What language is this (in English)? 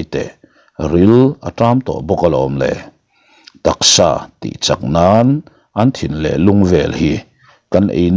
Mizo